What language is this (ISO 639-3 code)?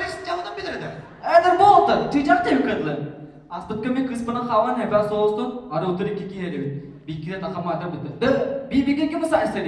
sah